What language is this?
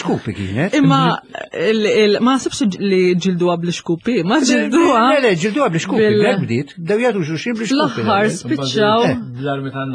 Maltese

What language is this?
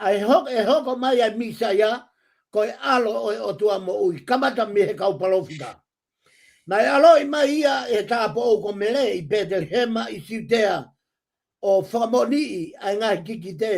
Tongan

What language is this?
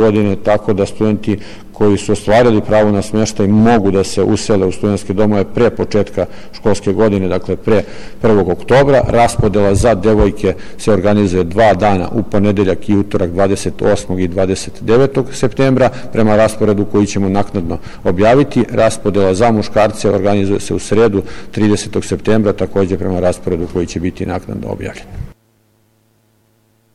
Serbian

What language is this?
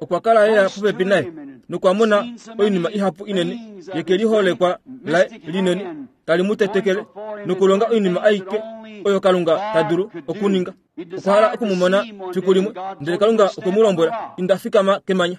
Kuanyama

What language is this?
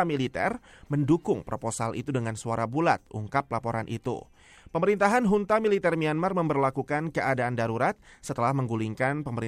Indonesian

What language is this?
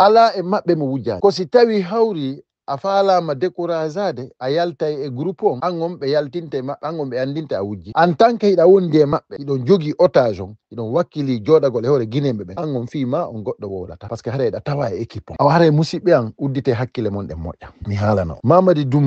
Fula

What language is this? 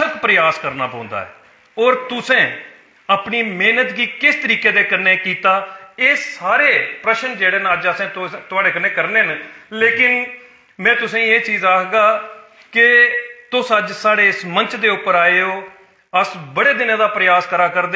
Dogri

